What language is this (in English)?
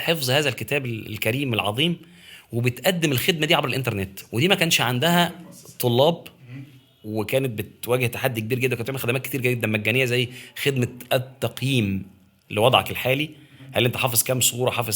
Egyptian Arabic